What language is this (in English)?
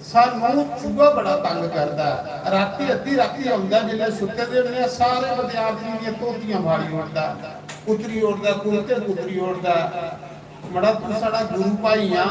Dogri